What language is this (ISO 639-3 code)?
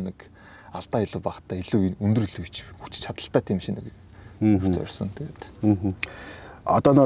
mon